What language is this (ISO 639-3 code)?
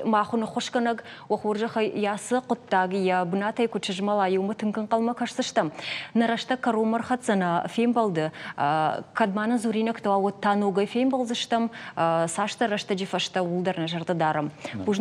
oss